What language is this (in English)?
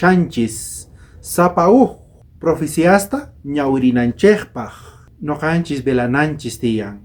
South Bolivian Quechua